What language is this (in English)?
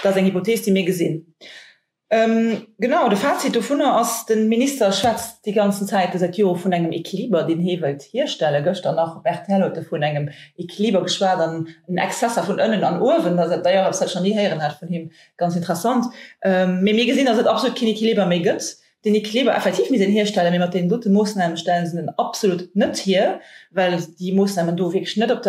Luxembourgish